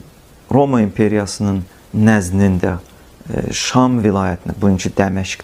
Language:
Azerbaijani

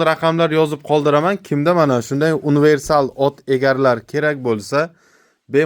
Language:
Uzbek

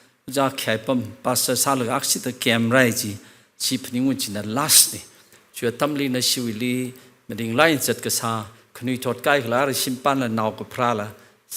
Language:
Tangkhul Naga (India)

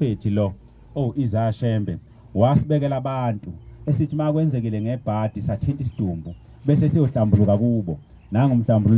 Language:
Zulu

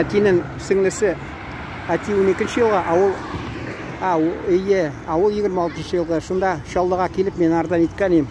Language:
Tatar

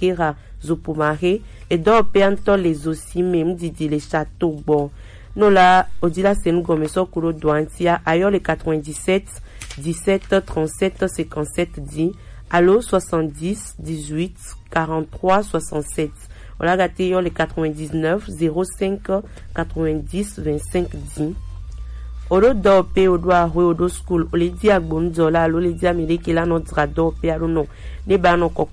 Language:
Gen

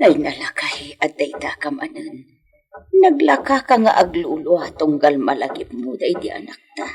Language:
Iloko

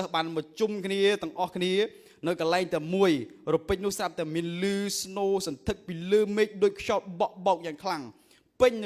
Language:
Khmer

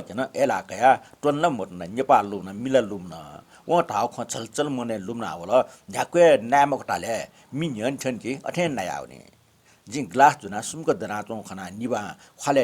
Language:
Newari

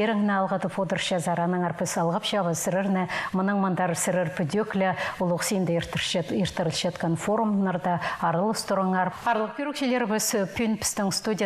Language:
Khakas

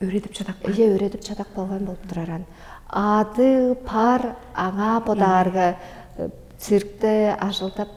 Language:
Tuvinian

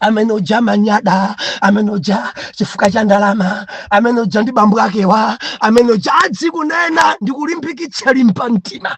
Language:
Nyanja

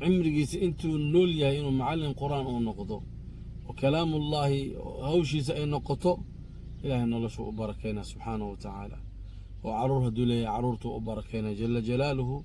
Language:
Somali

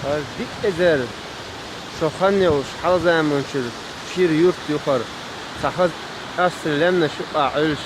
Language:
Chechen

